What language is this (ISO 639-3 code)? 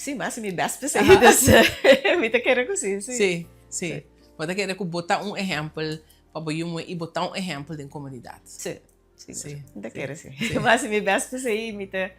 pap